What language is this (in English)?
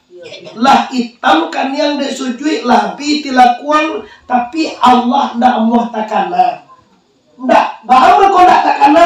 Minangkabau